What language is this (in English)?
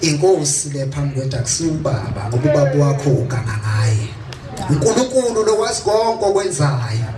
Zulu